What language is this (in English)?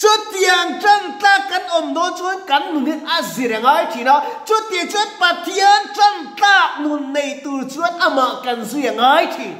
Mizo